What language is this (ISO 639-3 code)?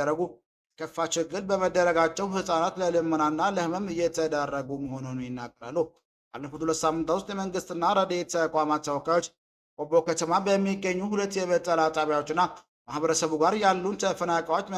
amh